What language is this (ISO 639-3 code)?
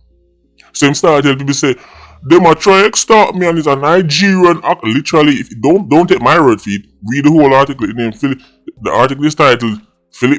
jam